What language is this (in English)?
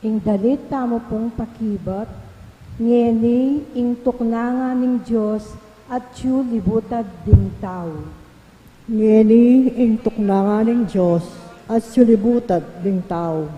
Pampanga